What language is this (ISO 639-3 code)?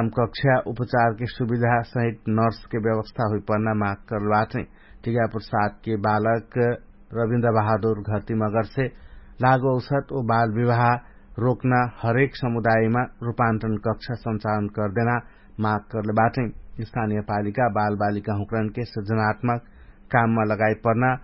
thl